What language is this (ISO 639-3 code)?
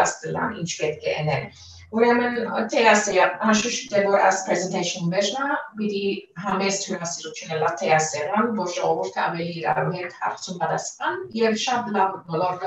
hye